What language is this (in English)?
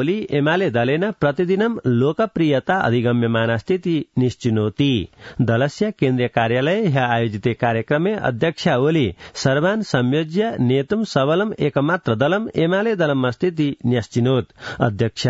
Sanskrit